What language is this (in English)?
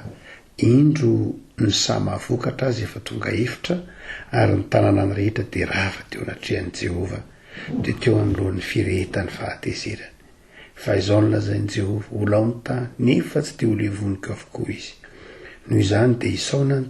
Malagasy